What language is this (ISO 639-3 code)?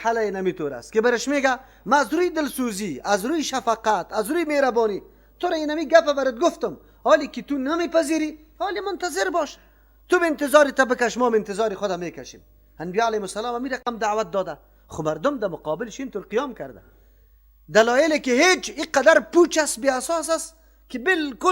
fas